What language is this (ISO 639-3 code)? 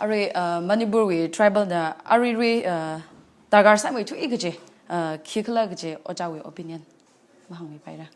nmf